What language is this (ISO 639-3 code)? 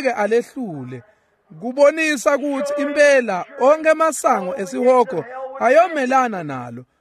ssw